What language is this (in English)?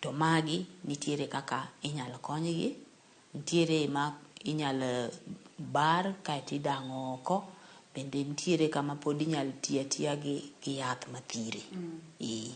Luo (Kenya and Tanzania)